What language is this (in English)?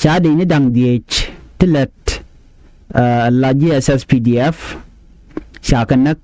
Nuer